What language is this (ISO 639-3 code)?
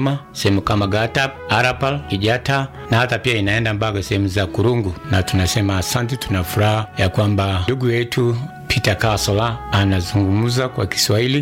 swa